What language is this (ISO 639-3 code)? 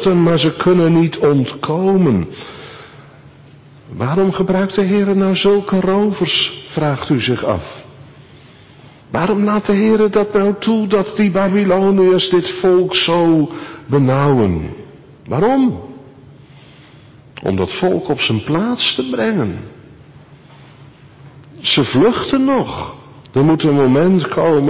nld